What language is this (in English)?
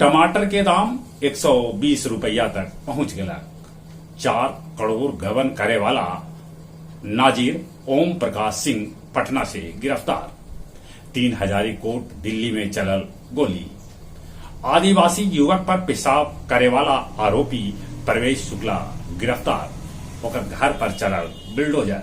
Magahi